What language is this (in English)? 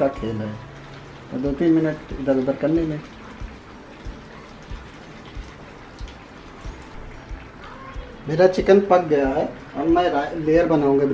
Hindi